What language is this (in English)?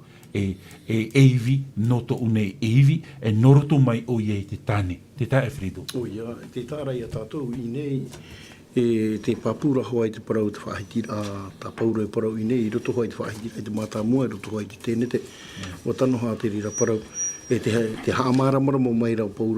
Tahitian